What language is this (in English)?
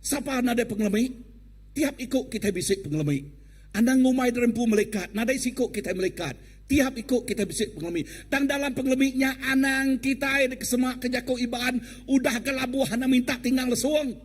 Iban